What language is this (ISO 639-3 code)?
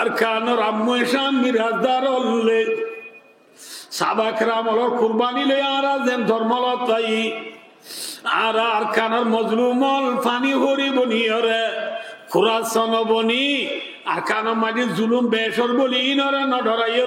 rhg